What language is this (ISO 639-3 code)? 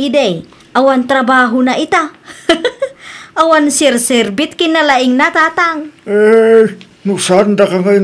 ilo